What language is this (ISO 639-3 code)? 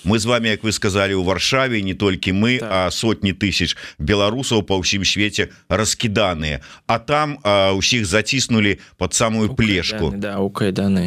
bel